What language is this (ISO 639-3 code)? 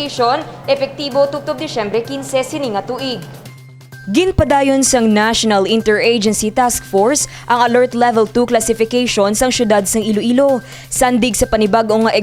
hil